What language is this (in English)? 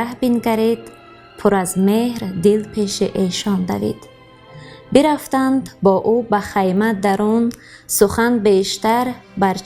Tajik